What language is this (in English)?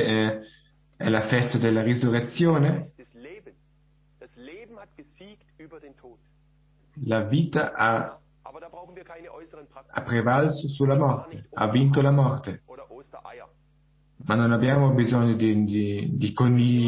Italian